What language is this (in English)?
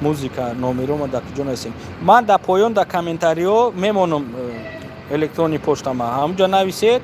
Tajik